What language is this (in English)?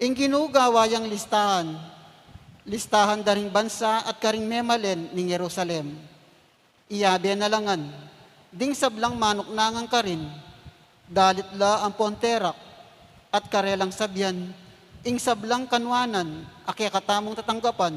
Pampanga